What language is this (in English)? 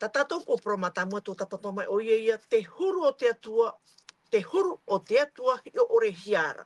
Tahitian